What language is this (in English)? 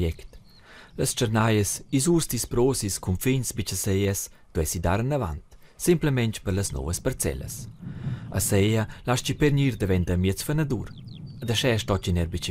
Romansh